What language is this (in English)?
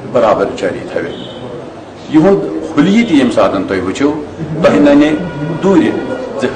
Kashmiri